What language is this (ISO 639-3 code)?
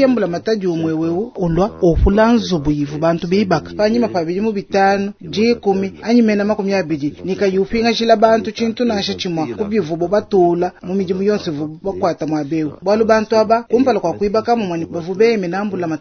lua